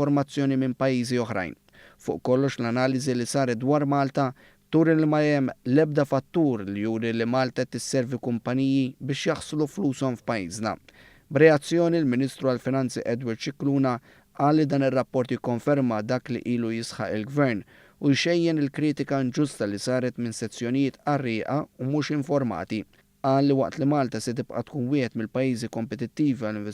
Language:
Maltese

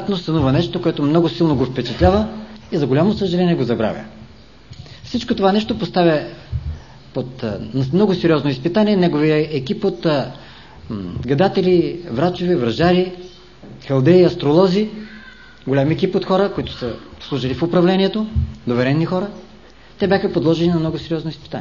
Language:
Bulgarian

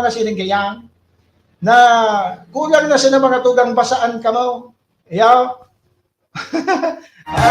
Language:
Bikol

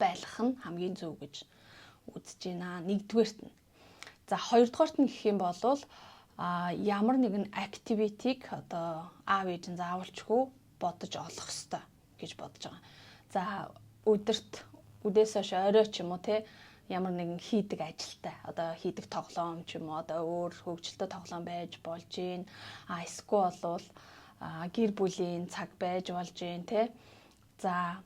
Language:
Mongolian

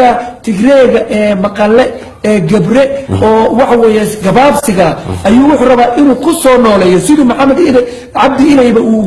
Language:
Somali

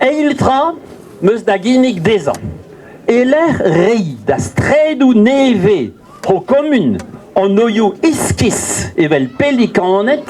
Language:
Breton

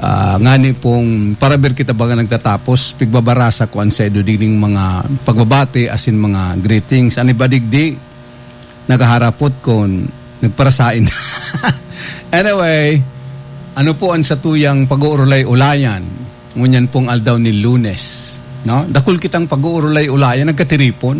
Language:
Bikol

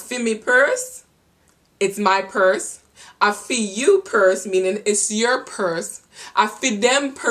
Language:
Jamaican Creole English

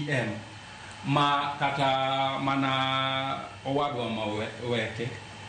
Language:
Luo (Kenya and Tanzania)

